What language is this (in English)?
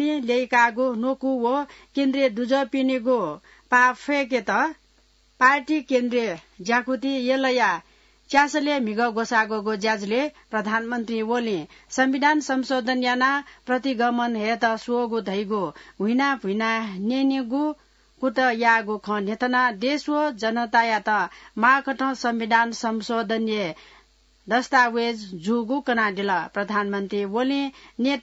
Newari